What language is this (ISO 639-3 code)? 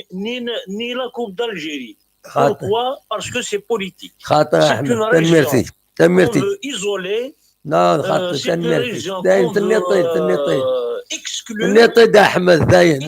kab